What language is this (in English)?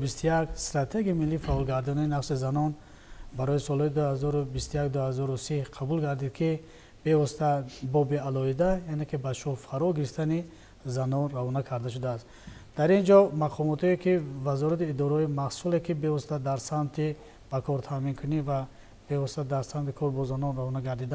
Tajik